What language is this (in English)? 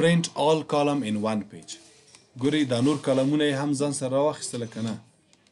Pashto